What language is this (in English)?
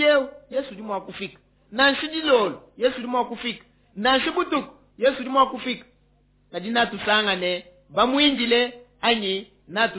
Luba-Lulua